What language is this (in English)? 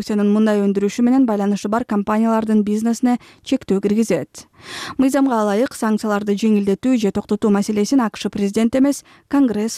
Kyrgyz